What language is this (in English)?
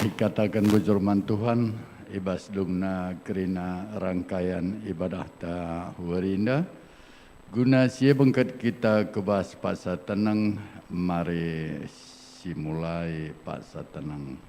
Batak Karo